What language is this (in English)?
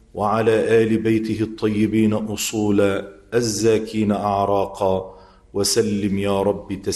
Arabic